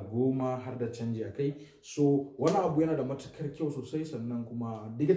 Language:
Hausa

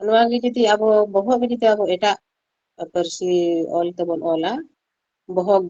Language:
Santali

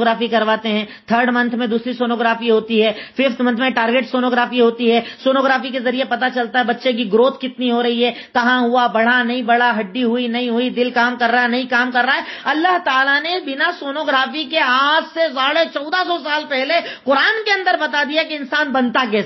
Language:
Urdu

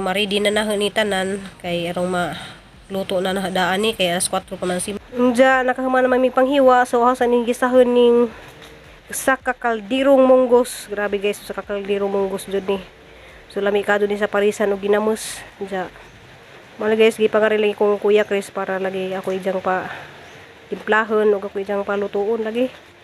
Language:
Cebuano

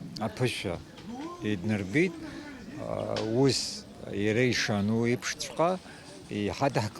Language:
Abkhazian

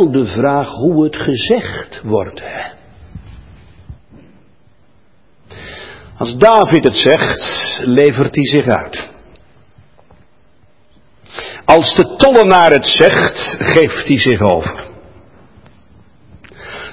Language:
Dutch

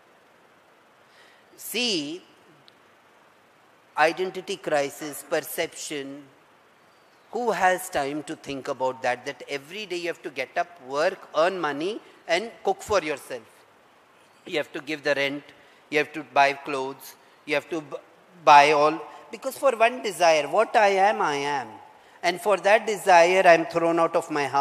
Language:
English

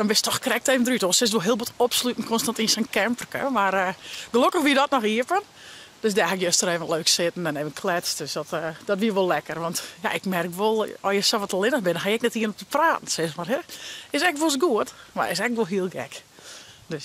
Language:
Western Frisian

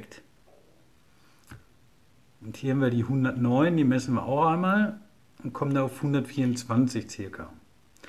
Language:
German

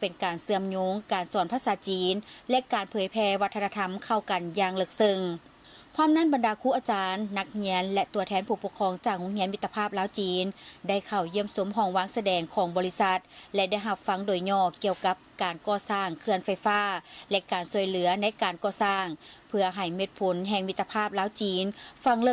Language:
Lao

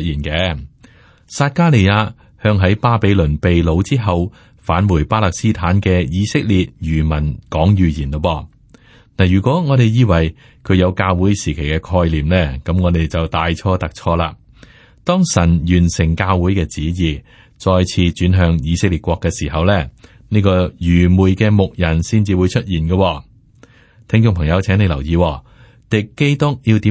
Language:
Cantonese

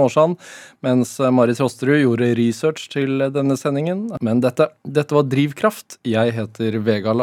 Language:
Norwegian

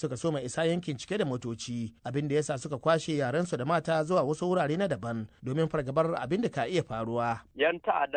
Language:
Hausa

